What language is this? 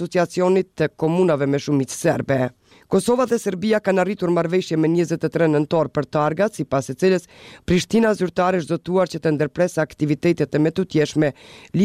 Albanian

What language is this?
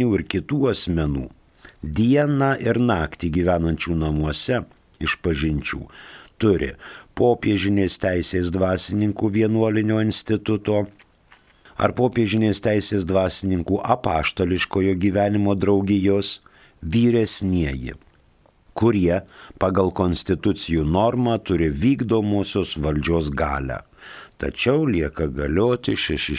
Lithuanian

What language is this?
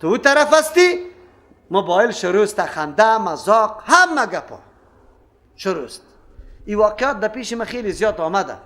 Persian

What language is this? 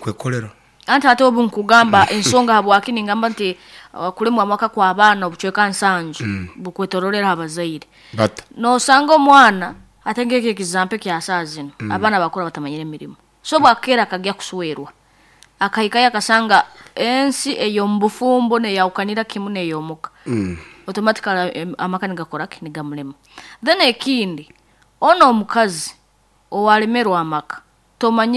Nyoro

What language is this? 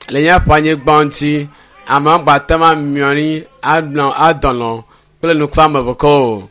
Ewe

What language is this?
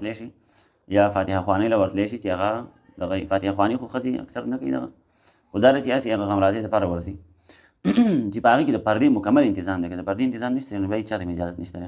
Pashto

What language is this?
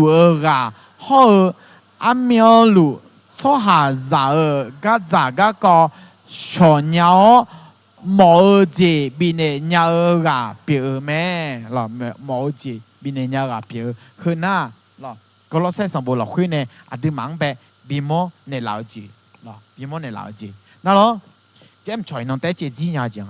Akha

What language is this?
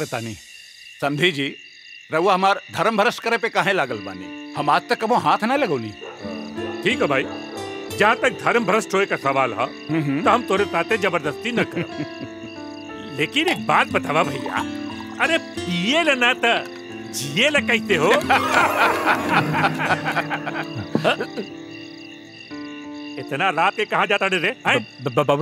Bhojpuri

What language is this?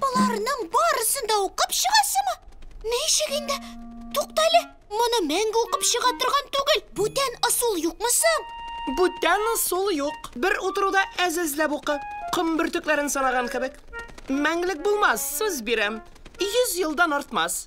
Tatar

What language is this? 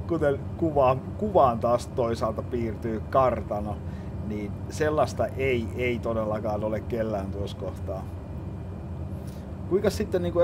Finnish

